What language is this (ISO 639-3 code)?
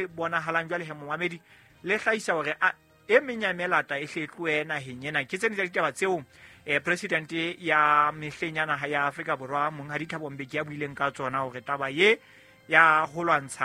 sot